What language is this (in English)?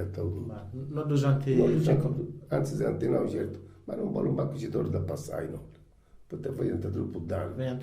Sardinian